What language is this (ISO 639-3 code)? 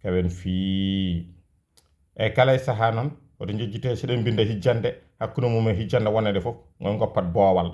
ful